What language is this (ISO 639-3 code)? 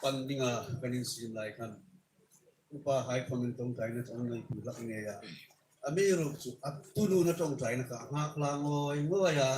hmr